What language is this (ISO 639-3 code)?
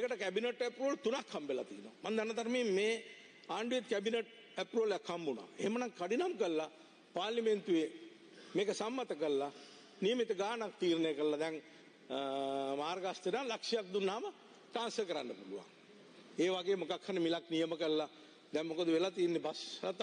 sin